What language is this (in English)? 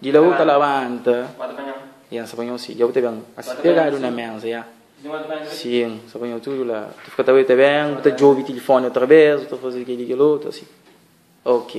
Kabuverdianu